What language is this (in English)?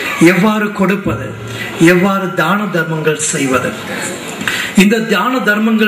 Tamil